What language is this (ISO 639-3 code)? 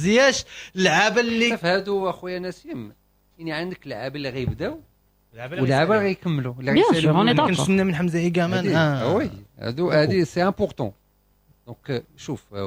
ary